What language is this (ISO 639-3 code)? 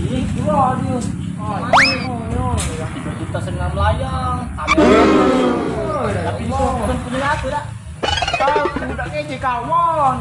mui